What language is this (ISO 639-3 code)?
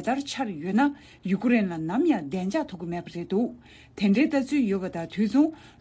bod